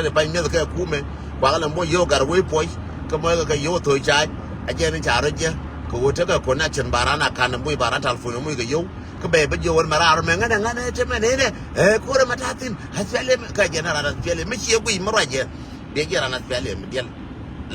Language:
Nuer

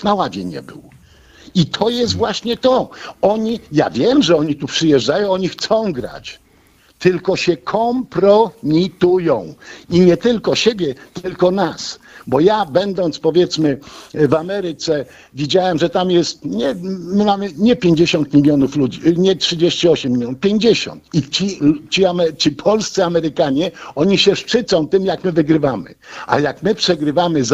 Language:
Polish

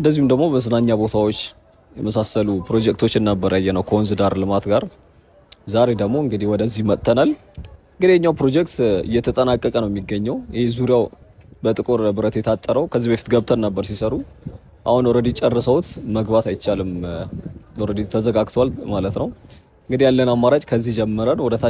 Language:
Amharic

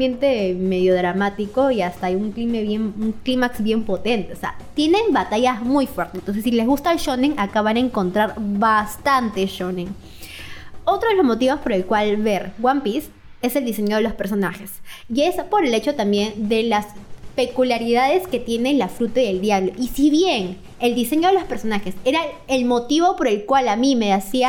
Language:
Spanish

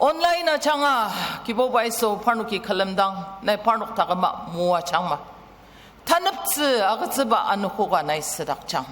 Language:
Ao Naga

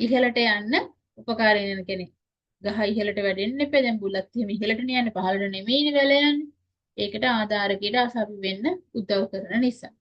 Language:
Sinhala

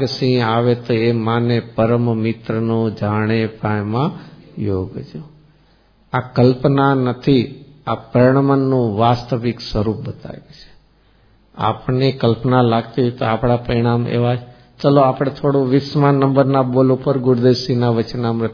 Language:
Gujarati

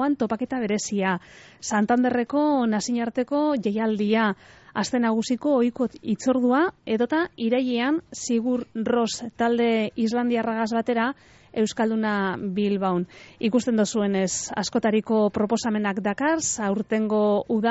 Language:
Basque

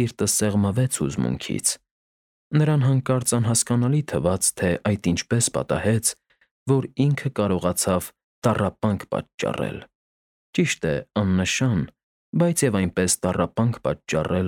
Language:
Armenian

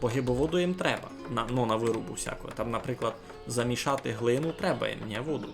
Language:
Rusyn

